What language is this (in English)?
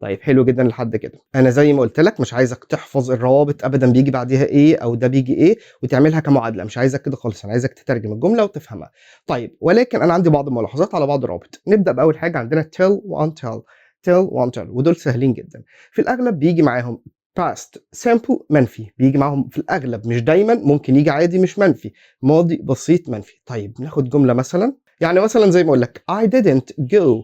Egyptian Arabic